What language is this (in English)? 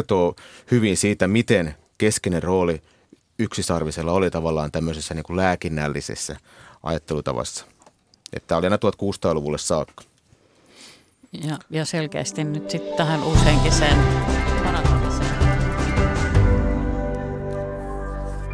Finnish